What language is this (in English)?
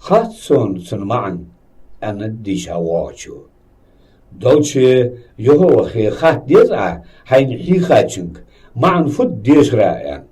Ingush